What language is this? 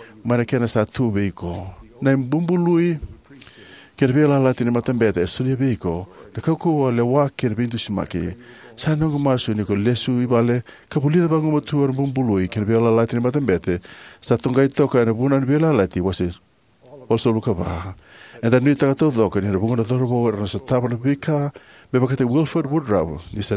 Fijian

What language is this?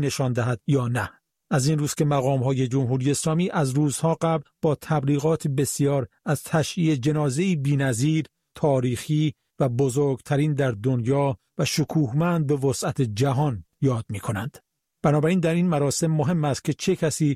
Persian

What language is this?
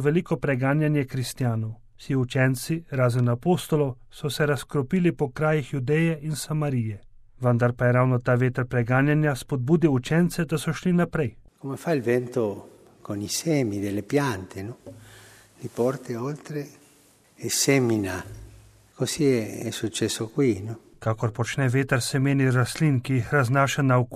Slovenian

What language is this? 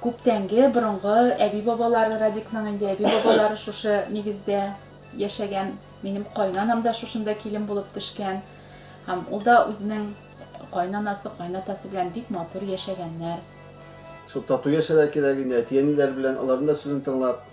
Tatar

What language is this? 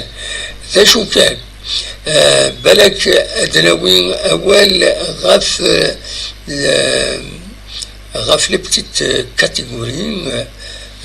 Kabyle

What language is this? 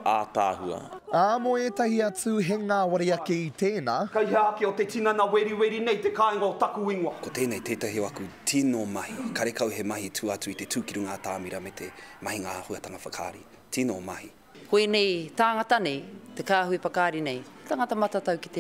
Māori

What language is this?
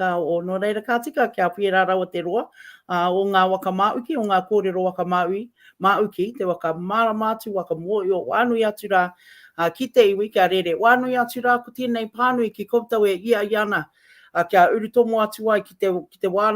Māori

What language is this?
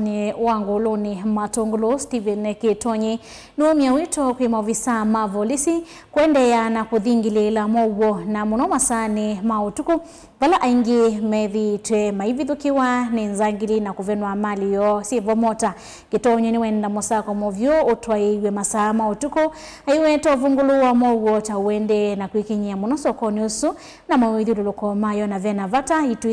Kamba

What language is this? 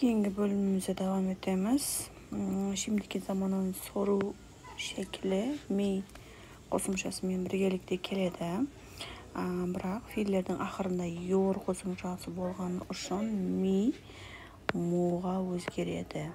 Kara-Kalpak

